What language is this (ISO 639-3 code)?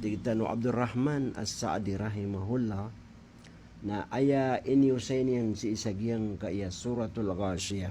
mrw